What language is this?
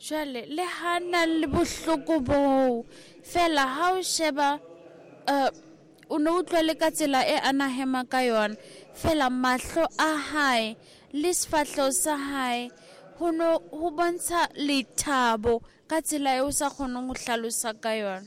Southern Sotho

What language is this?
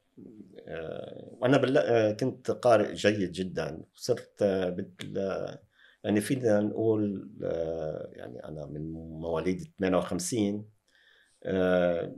North Levantine Arabic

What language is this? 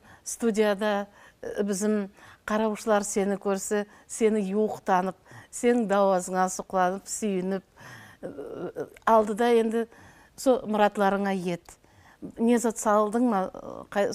Nogai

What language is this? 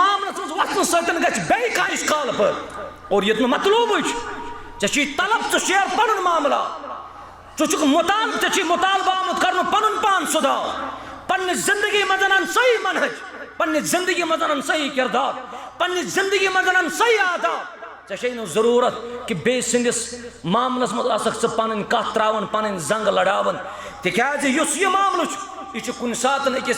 Kashmiri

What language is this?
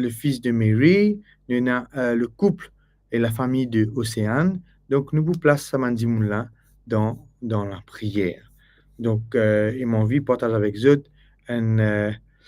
Morisyen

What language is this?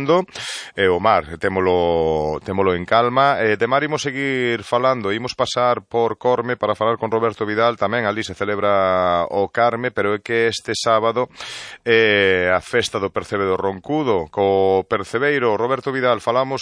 Galician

